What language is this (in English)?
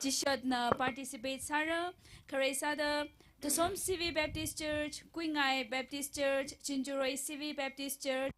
Tangkhul Naga (India)